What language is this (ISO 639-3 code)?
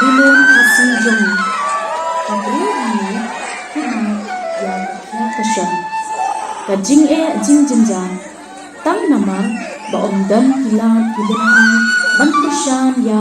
kha